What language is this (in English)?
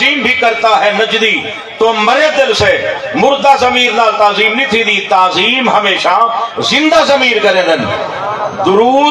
Saraiki